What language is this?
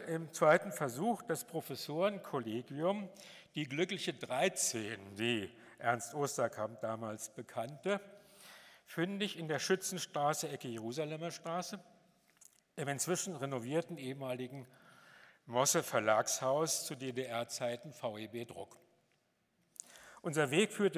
German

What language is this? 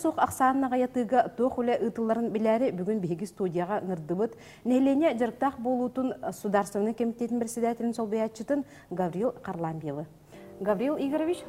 Yakut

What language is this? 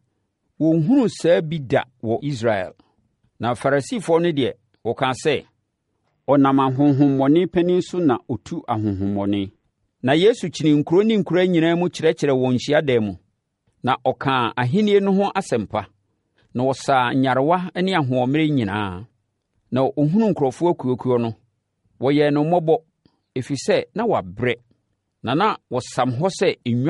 Akan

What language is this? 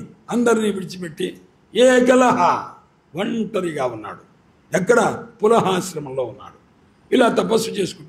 Telugu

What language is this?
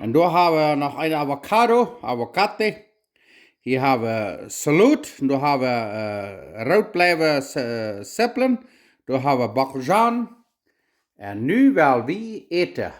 Plautdietsch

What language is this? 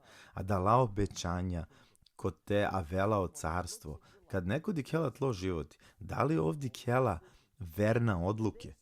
Balkan Romani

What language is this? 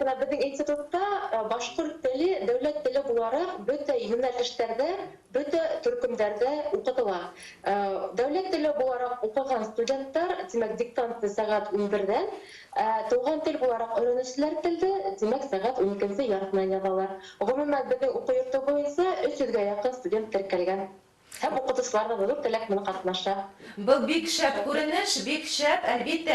Bashkir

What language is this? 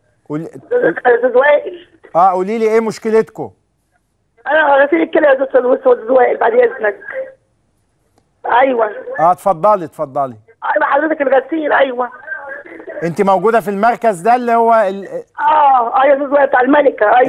Egyptian Arabic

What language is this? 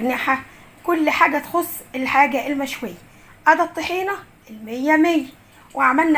Egyptian Arabic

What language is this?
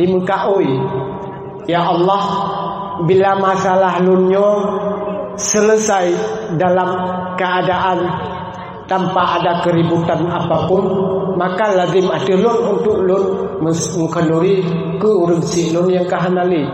Achinese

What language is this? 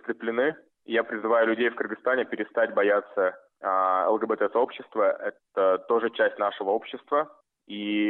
Russian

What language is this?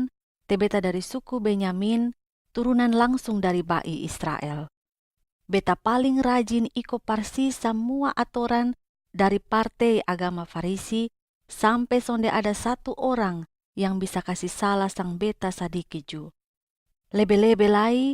Kupang Malay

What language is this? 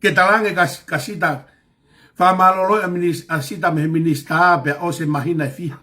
Tongan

